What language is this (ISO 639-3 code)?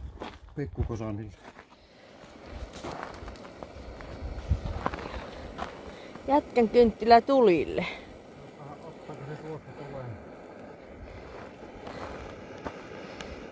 fin